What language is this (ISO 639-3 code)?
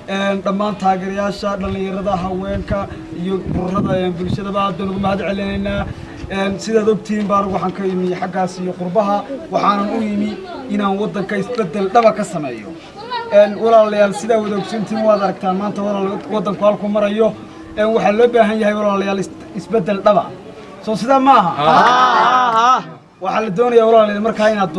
som